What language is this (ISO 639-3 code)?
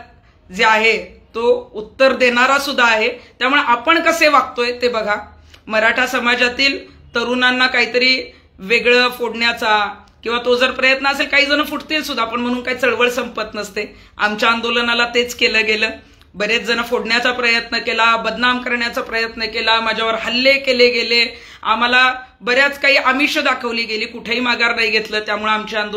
mar